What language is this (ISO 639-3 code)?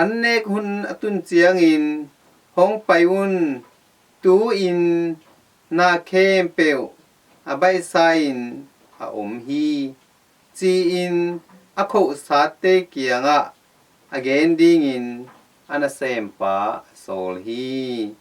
ctd